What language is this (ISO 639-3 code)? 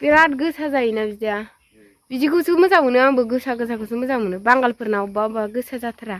brx